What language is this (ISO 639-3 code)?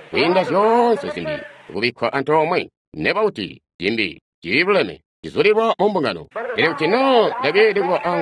toi